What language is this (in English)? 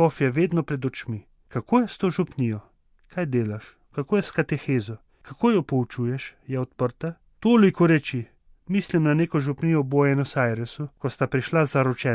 Slovenian